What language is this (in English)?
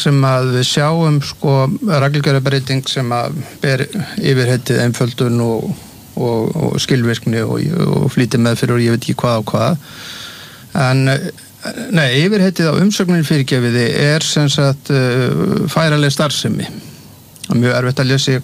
Icelandic